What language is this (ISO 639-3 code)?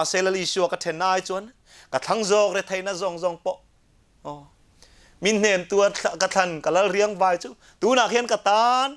lus